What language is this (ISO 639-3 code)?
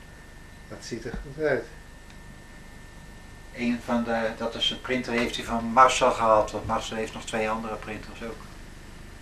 nld